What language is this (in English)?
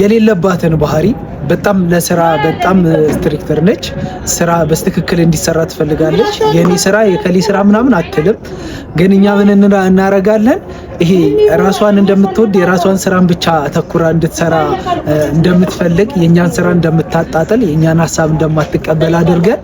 Amharic